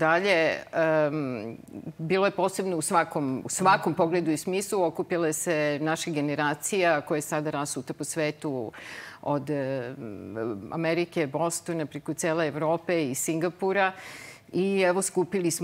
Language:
Serbian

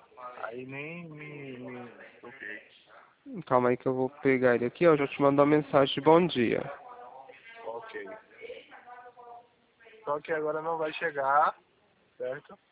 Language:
Portuguese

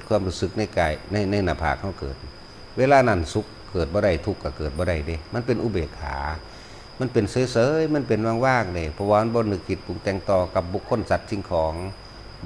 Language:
Northeastern Thai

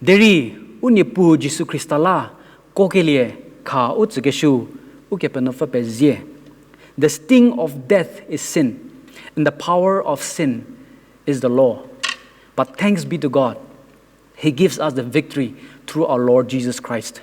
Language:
Angami Naga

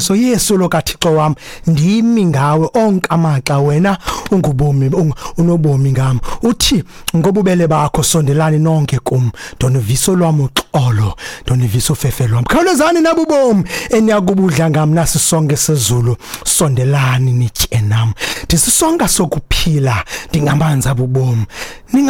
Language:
Xhosa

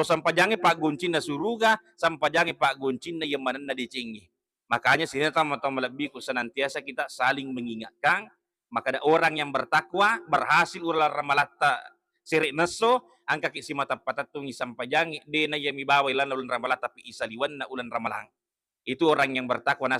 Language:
Buginese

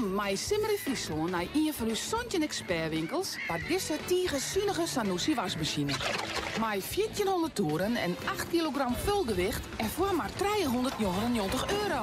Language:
Western Frisian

